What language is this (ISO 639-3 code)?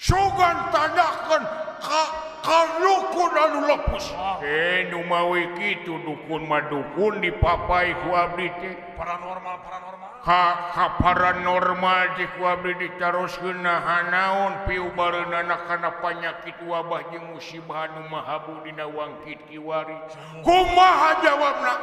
sun